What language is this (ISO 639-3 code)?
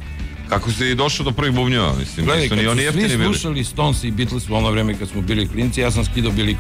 srp